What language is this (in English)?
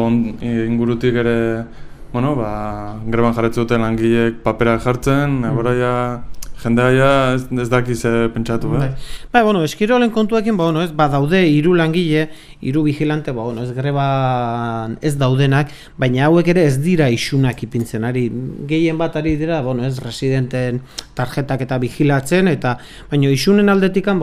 Basque